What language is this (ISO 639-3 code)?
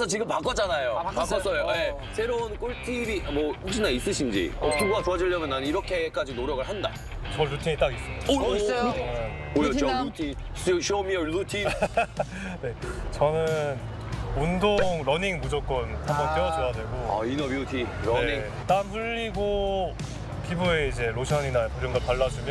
kor